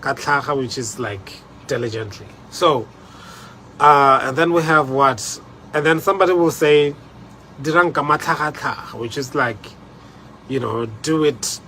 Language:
Tswana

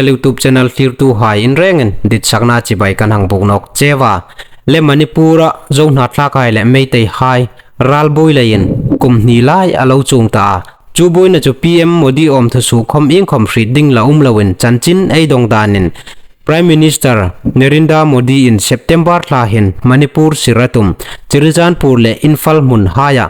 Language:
Hmar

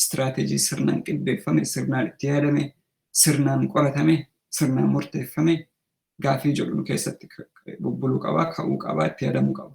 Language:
Oromo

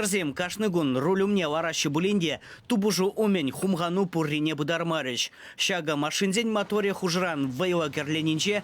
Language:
Chuvash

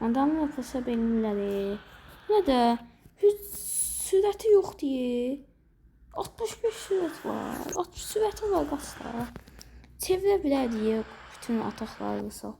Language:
Azerbaijani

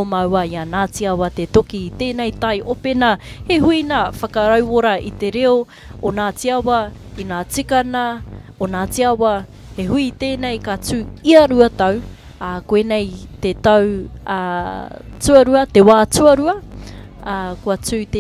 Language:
Māori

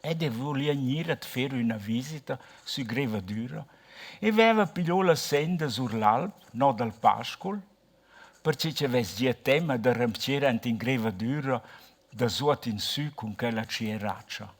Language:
Romansh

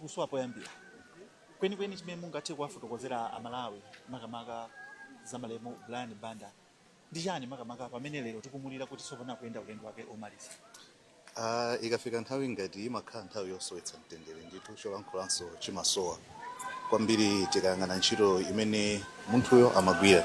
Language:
Nyanja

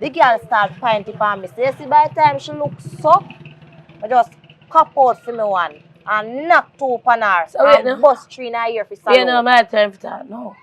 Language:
Jamaican Creole English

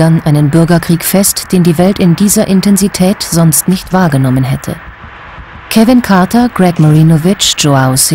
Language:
German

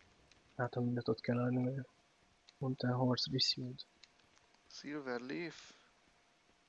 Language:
Hungarian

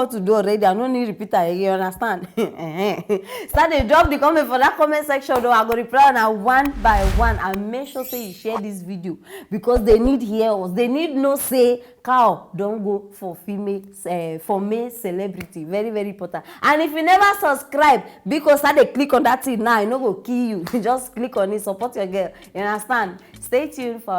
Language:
Nigerian Pidgin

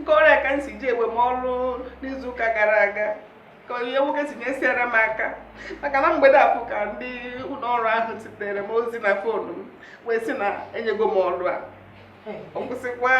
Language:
Igbo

